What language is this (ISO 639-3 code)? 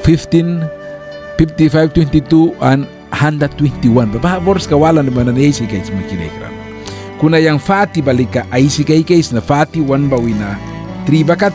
miq